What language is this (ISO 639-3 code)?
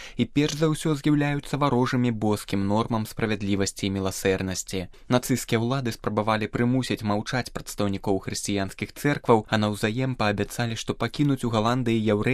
bel